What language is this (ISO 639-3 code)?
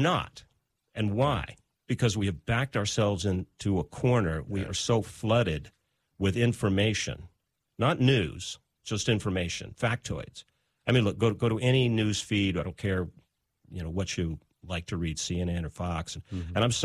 eng